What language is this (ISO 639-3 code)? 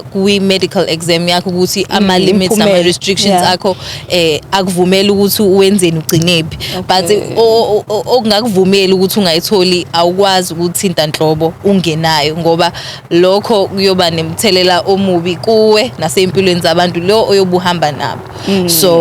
zul